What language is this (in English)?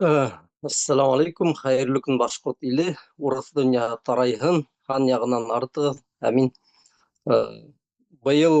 Bashkir